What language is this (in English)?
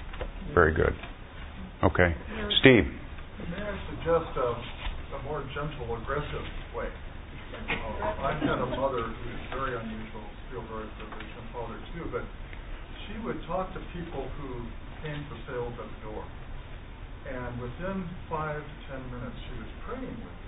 English